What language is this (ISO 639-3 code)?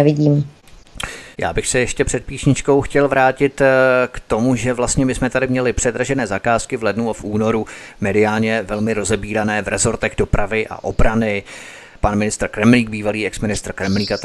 ces